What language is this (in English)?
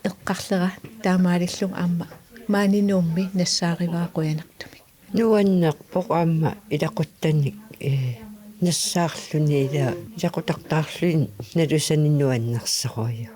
Kalaallisut